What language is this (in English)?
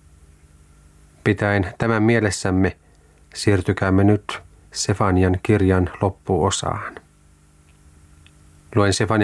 Finnish